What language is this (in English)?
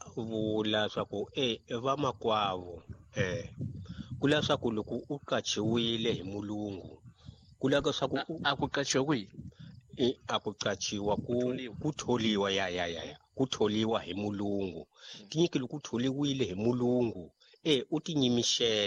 Tsonga